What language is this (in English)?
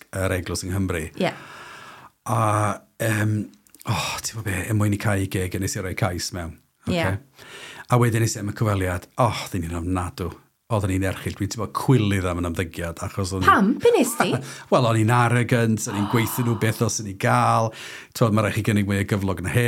Welsh